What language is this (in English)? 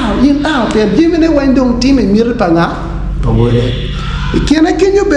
Acoli